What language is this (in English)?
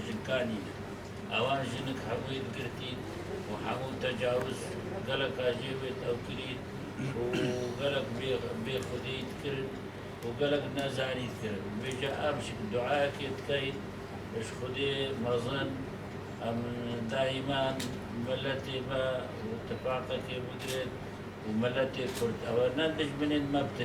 Kurdish